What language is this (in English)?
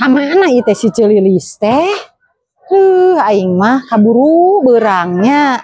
Sundanese